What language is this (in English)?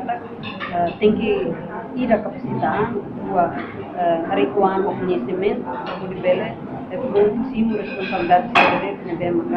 Tetum